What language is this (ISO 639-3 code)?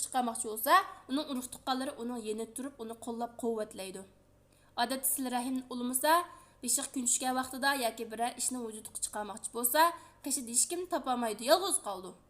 uig